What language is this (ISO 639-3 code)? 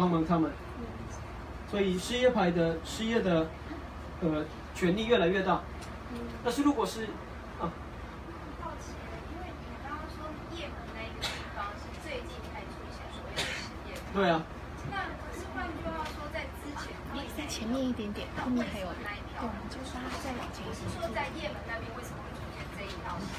zho